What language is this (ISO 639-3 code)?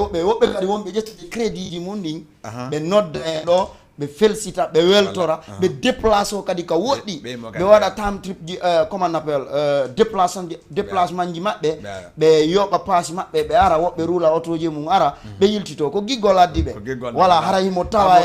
ful